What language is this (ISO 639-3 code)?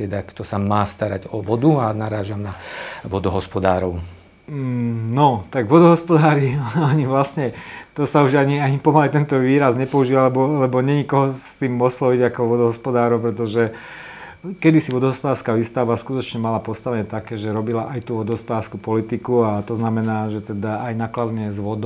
slk